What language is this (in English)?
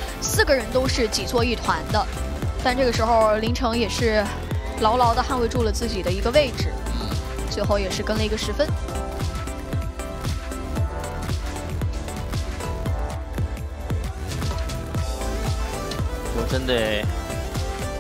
Chinese